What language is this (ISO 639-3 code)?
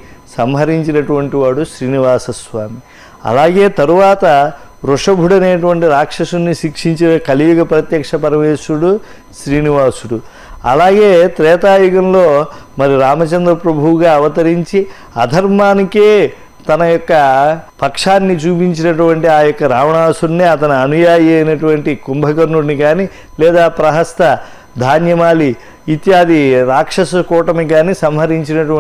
tel